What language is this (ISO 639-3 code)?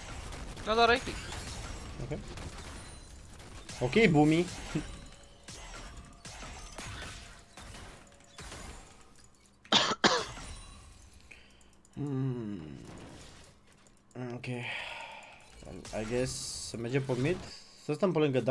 ron